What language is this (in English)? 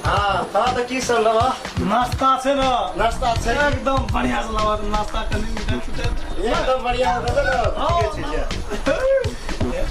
Maithili